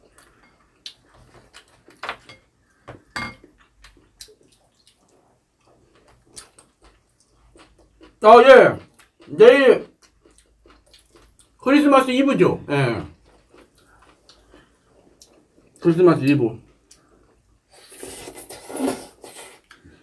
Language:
Korean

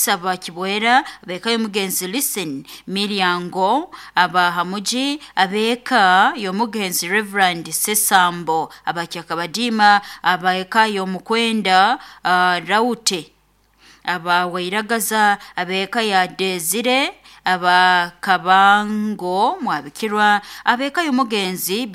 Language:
Nyoro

